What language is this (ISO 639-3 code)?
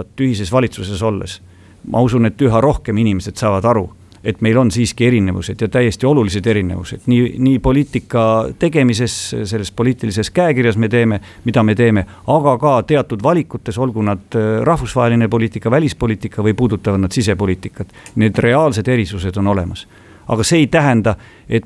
est